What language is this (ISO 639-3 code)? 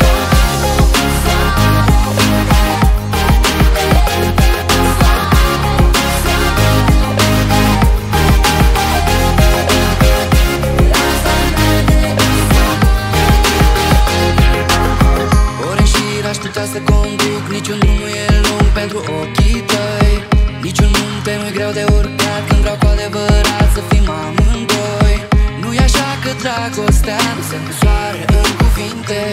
ron